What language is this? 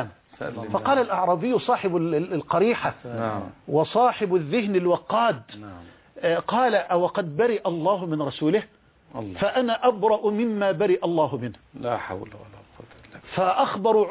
Arabic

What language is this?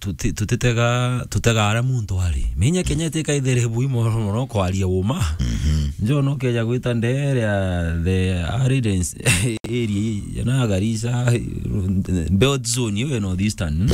Meru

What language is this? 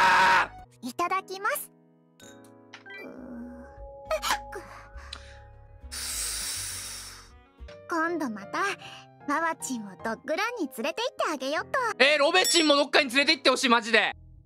Japanese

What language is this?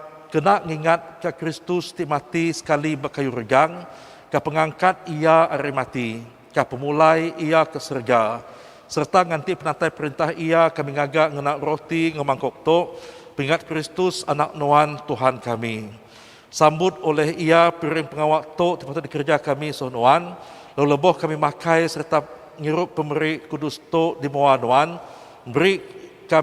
Iban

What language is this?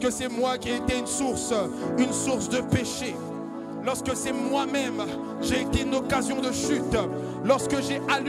French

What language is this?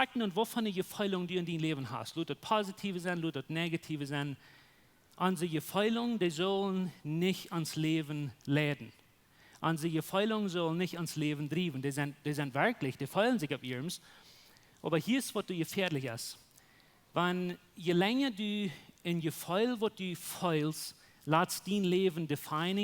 Plautdietsch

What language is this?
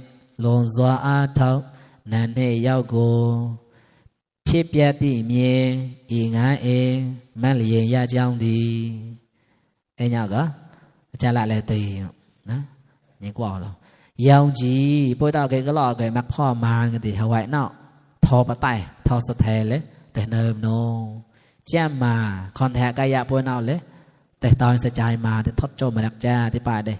Mon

